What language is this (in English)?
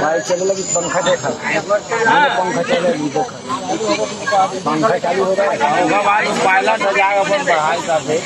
Chhattisgarhi